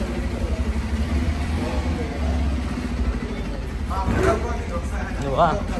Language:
Telugu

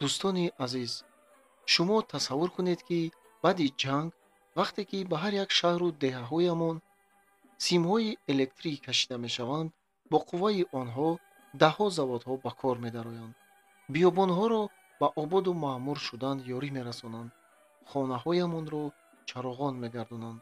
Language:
Tajik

